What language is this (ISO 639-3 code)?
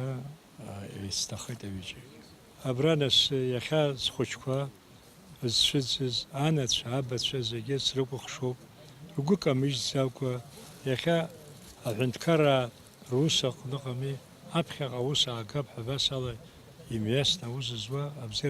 abk